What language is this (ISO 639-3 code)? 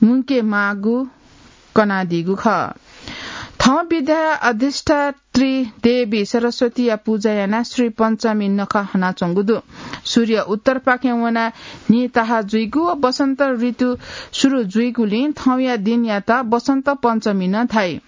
new